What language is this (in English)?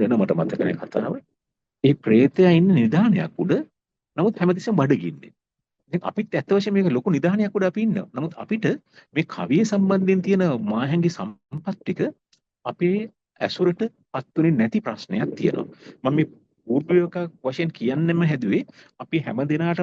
Sinhala